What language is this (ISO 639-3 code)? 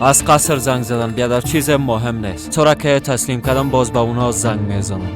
fas